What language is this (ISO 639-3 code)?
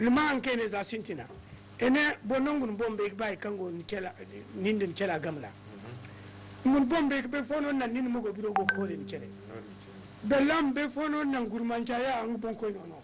dje